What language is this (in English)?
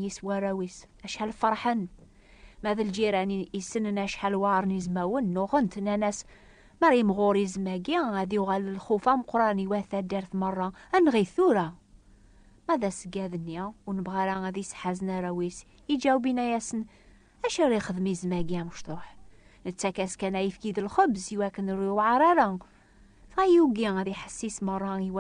Kabyle